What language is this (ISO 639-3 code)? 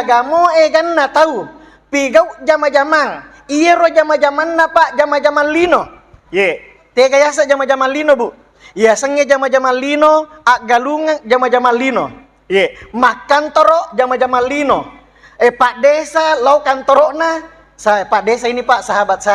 bug